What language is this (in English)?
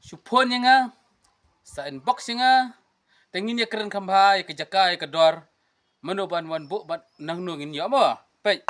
Khasi